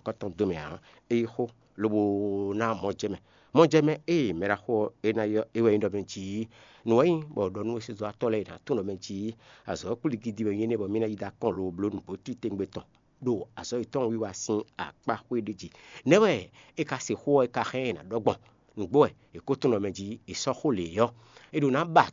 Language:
Fon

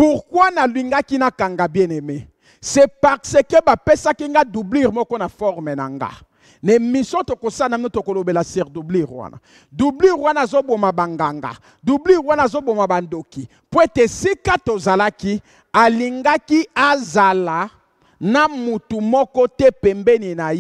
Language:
Lingala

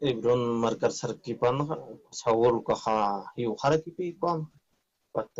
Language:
Aymara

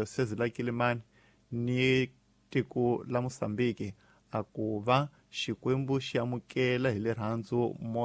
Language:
Tsonga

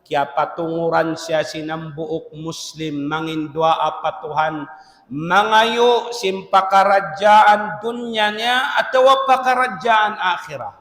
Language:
Tausug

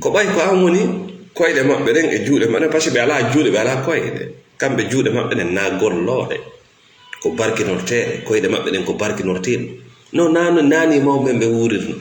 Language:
Fula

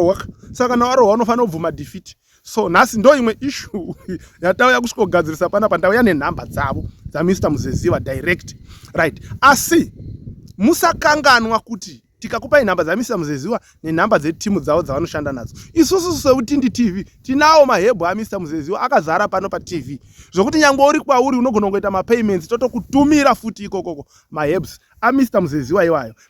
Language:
Shona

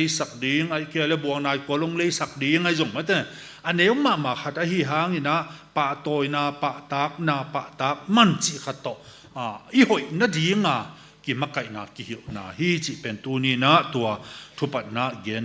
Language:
Tedim Chin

